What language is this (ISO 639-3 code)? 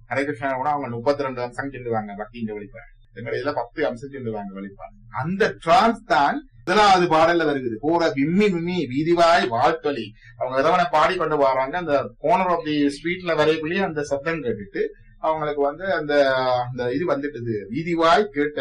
tam